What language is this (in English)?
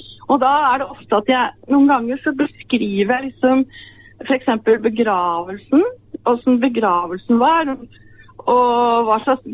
Norwegian